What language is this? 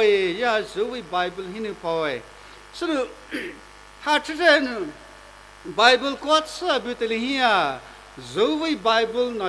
Poumei Naga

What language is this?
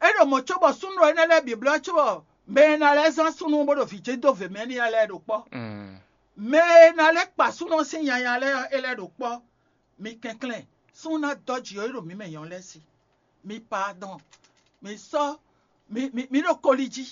Fon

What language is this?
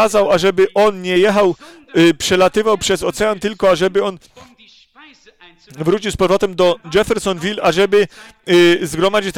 Polish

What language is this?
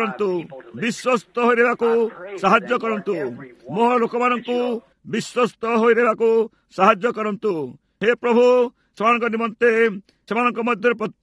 Odia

